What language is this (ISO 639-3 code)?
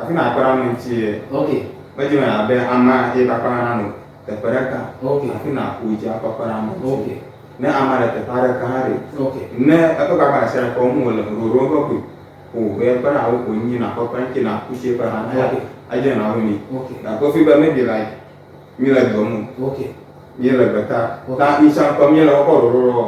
ewe